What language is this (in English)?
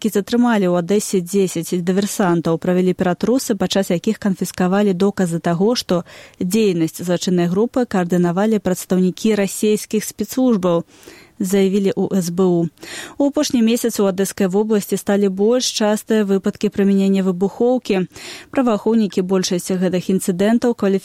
Belarusian